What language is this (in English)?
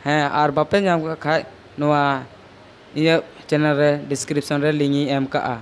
Santali